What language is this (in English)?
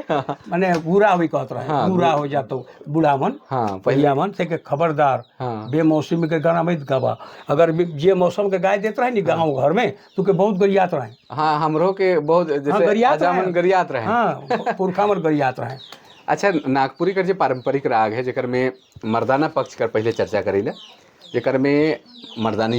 Sadri